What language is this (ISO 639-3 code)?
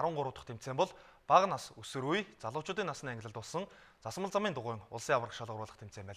mon